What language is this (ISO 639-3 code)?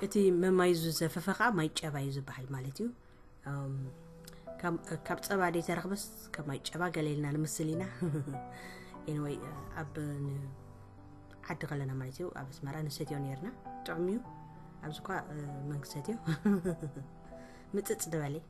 tir